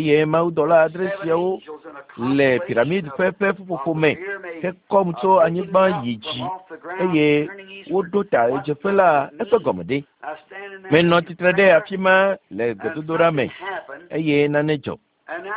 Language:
Ewe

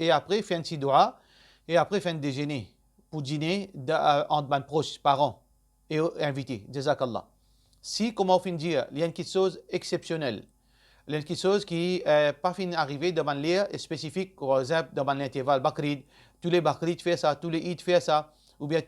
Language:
Morisyen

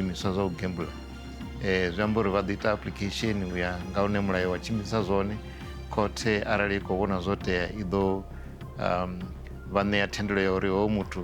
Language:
Venda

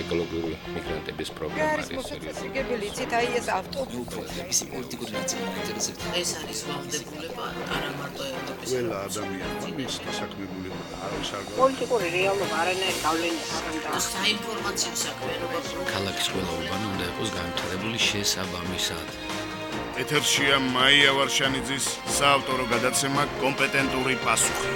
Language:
Georgian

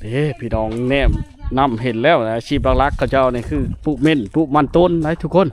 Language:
Lao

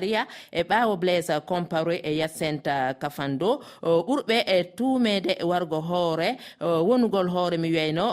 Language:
Fula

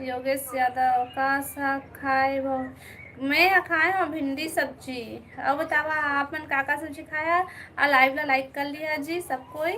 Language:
Chhattisgarhi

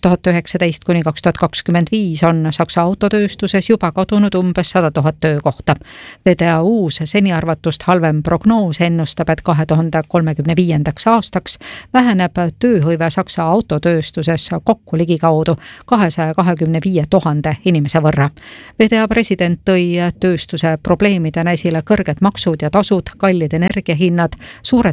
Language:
Estonian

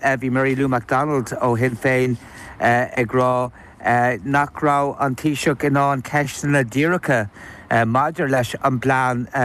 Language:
Irish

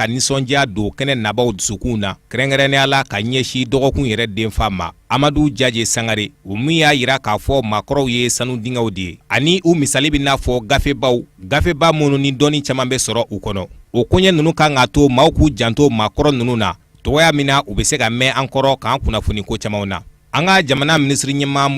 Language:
Bambara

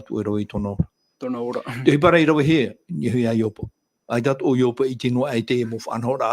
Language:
Tahitian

